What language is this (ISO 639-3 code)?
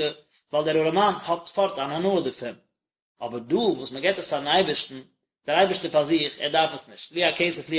yid